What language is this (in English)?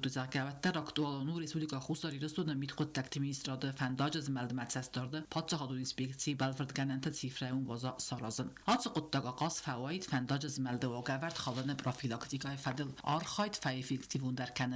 Ossetic